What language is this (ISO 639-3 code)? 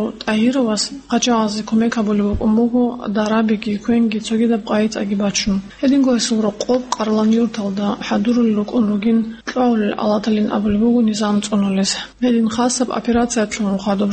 ava